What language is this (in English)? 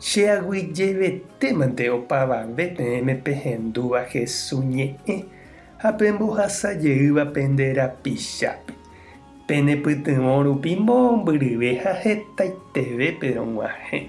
Guarani